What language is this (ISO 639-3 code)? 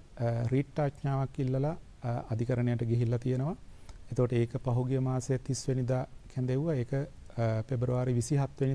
sin